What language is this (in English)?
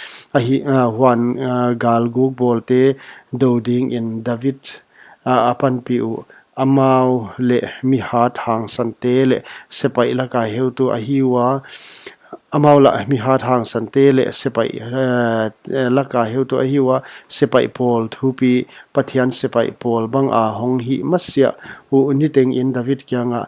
Paite Chin